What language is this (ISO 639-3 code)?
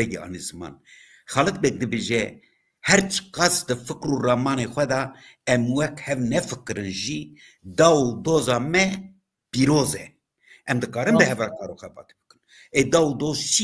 kur